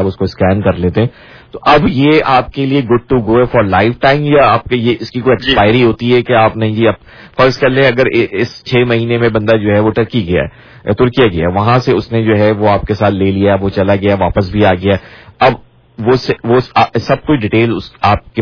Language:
Urdu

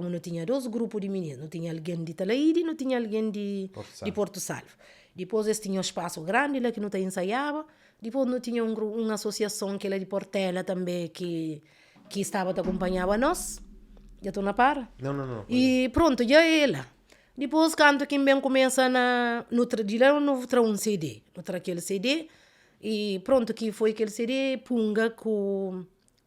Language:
Kabuverdianu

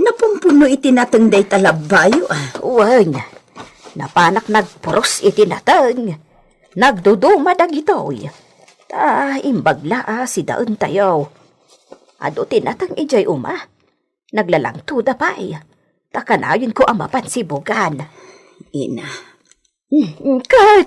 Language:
Iloko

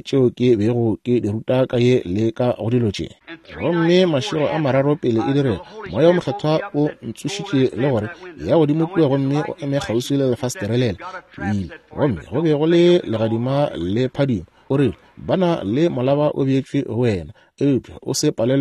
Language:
Northern Sotho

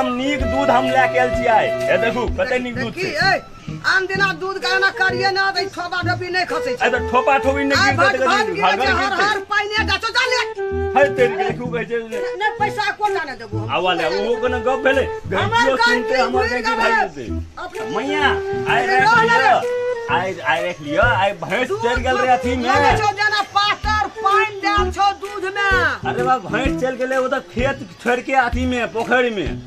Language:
Maithili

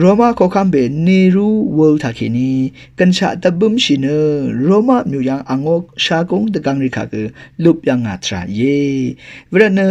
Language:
Rawang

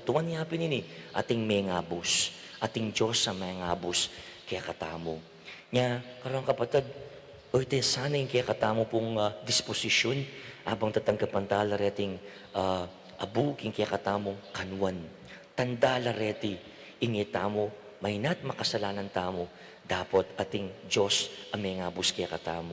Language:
Pampanga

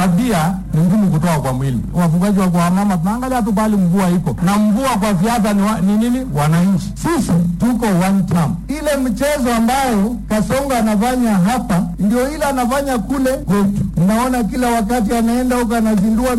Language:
Swahili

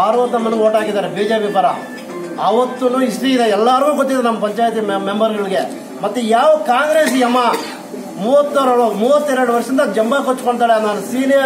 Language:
Kannada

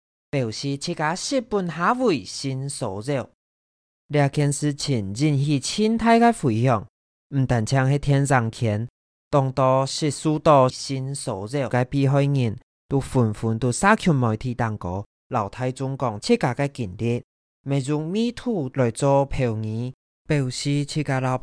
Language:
Hakka Chinese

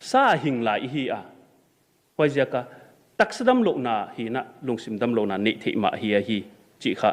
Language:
Paite Chin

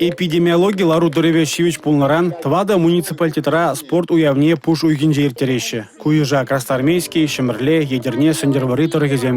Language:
Chuvash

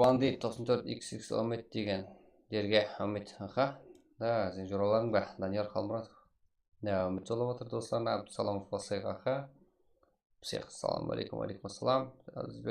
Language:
Kara-Kalpak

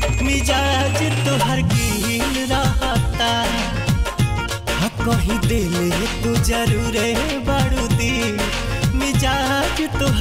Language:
Bhojpuri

